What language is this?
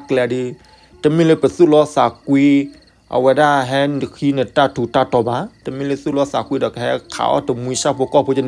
S'gaw Karen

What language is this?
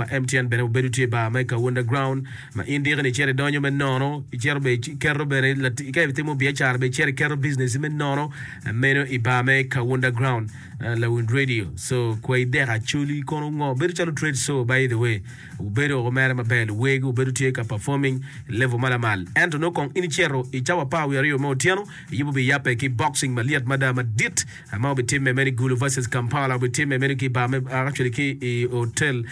Acoli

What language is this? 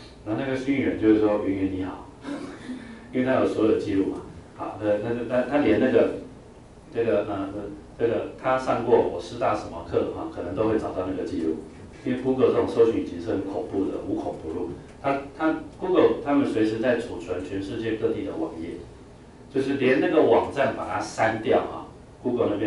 Chinese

